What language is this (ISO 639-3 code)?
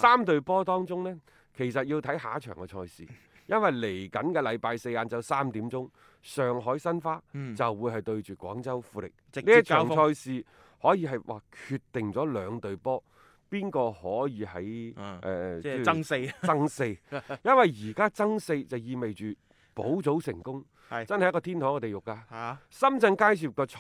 yue